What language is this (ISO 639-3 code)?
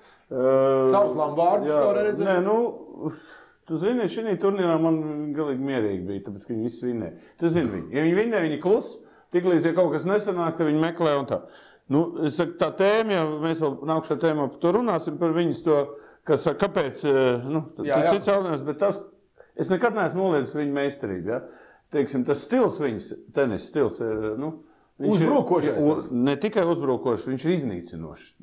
lav